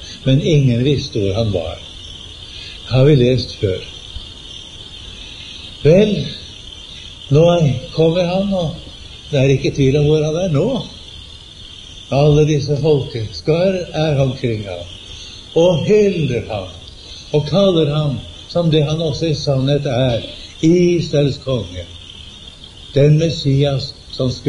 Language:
Norwegian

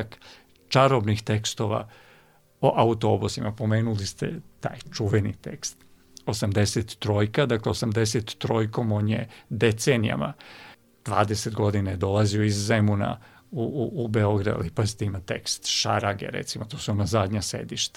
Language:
Serbian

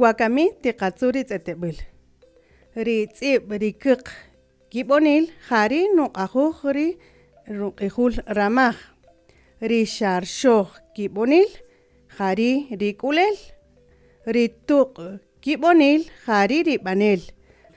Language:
Kaqchikel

